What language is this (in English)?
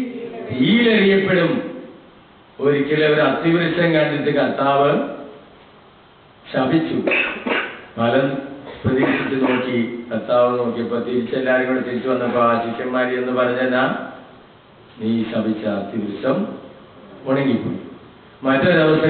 Malayalam